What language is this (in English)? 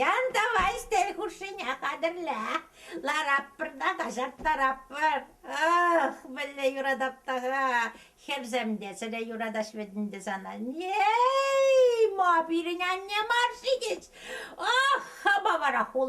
Chuvash